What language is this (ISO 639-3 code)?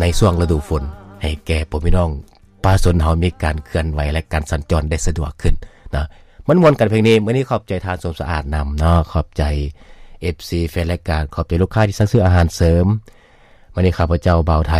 lao